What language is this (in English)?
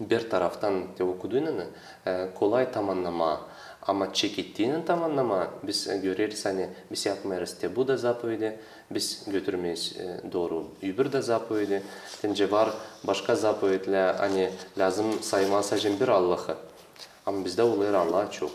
Gagauz